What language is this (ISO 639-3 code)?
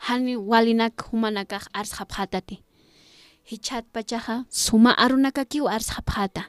aym